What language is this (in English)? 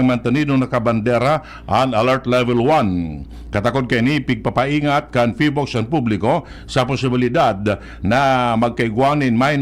Bikol